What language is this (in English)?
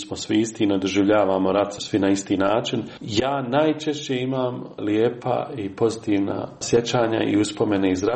Croatian